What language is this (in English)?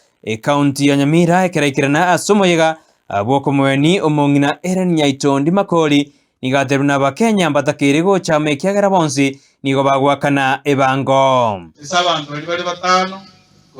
Gusii